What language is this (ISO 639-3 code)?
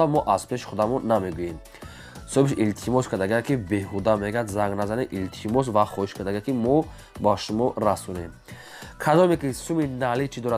tgk